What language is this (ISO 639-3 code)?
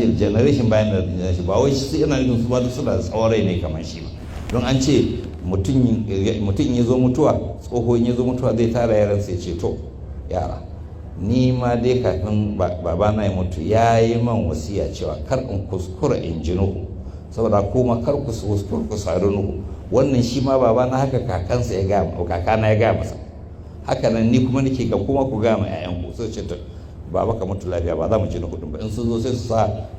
hau